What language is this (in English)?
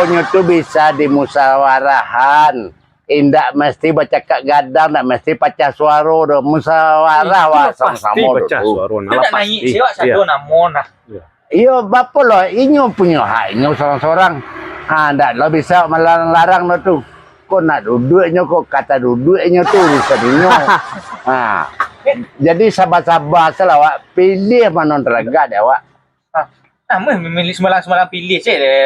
Minangkabau